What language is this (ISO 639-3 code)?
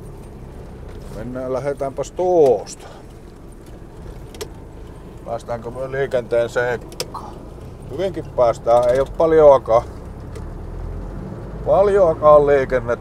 fin